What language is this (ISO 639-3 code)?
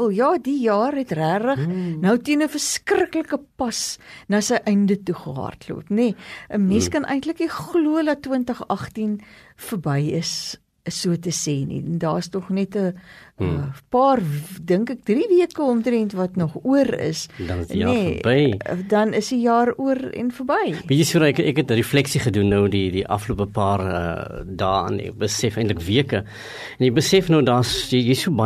afr